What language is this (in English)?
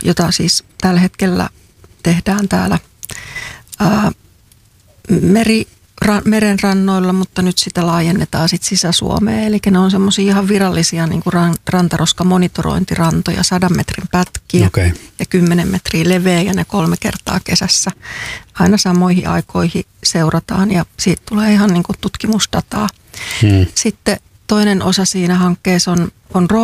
Finnish